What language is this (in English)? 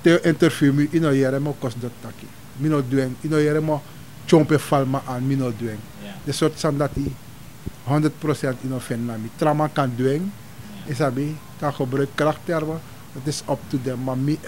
Sranan Tongo